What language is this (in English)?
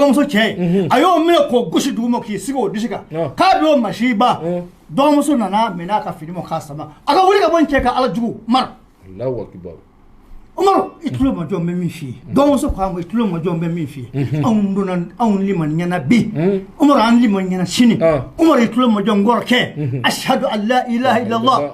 Bambara